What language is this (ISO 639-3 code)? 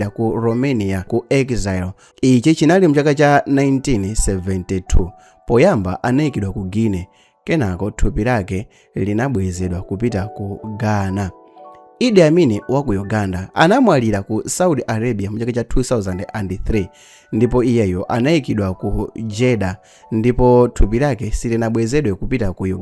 nya